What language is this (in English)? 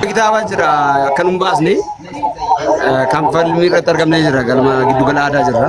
Oromo